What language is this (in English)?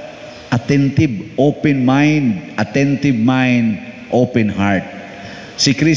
Cebuano